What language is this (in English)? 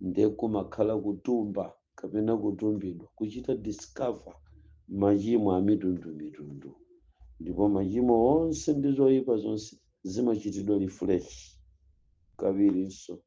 Nyanja